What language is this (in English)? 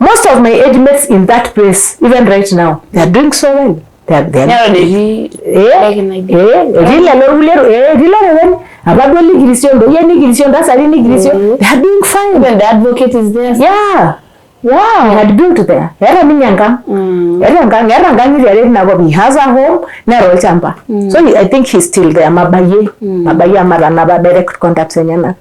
Masai